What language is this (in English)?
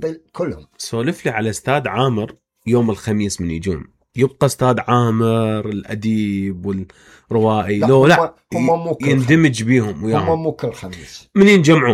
Mesopotamian Arabic